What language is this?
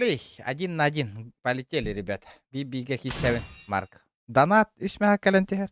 Yakut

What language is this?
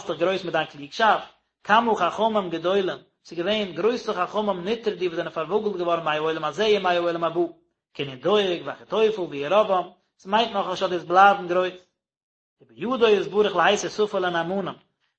Yiddish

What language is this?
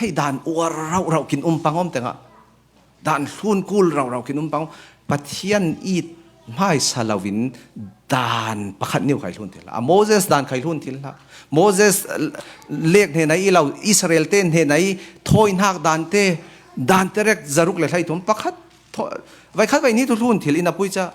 Falam Chin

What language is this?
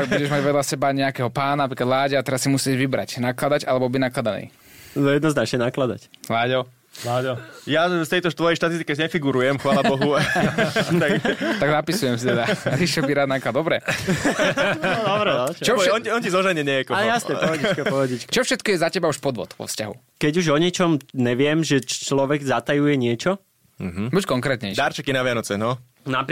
Slovak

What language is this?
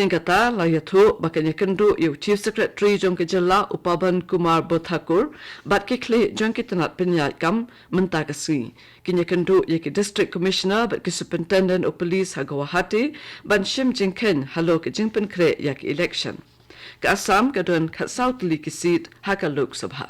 Khasi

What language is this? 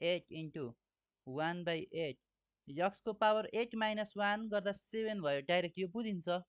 Nepali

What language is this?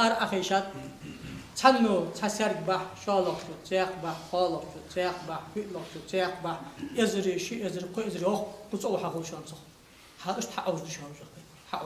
Ingush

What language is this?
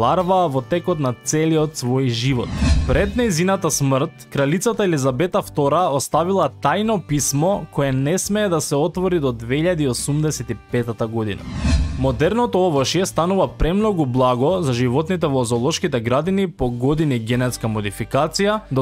Macedonian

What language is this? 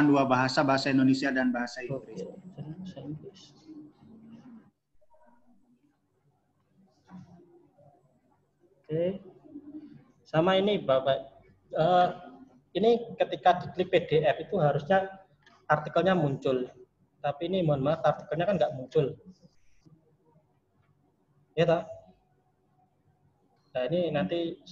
Indonesian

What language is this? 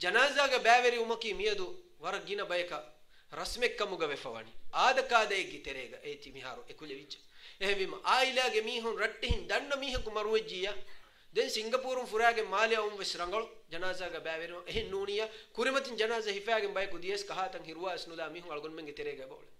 Divehi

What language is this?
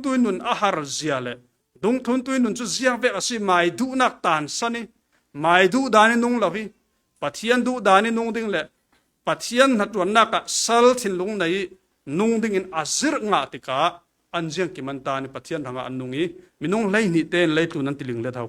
Falam Chin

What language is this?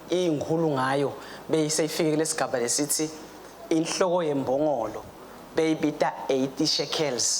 Swati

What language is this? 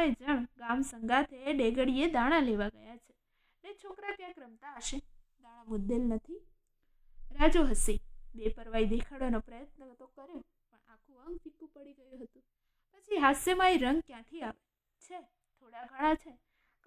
Gujarati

